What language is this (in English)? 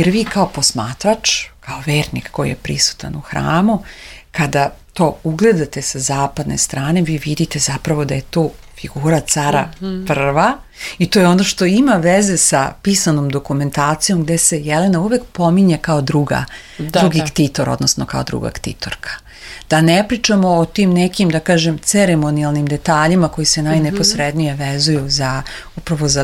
Serbian